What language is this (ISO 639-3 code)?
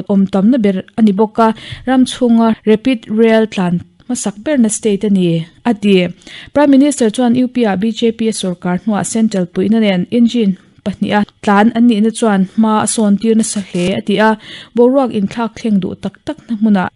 lus